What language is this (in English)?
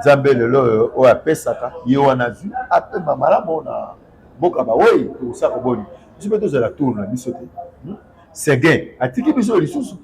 Lingala